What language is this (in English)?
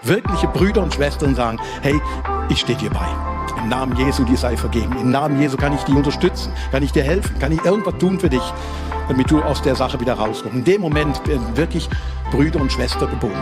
Swiss German